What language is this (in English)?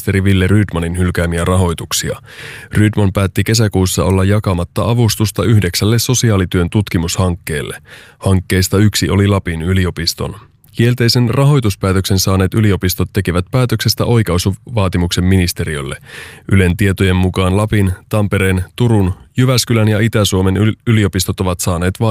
Finnish